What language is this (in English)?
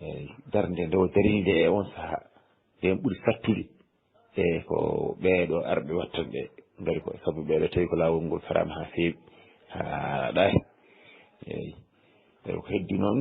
Fula